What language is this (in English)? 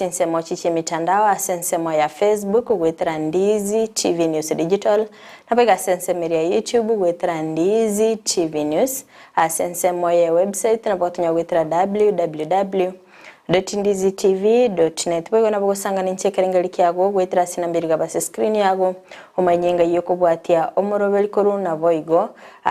Gusii